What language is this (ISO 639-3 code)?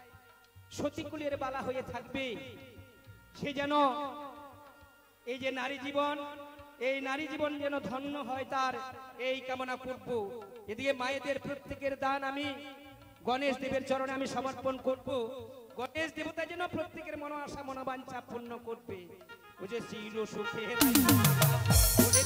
ben